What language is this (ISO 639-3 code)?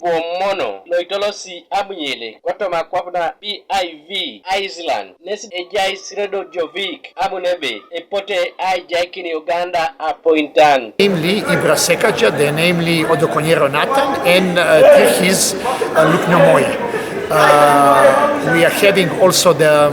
teo